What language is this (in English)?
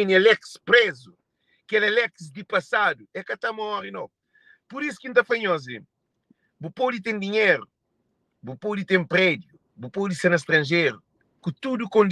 Kabuverdianu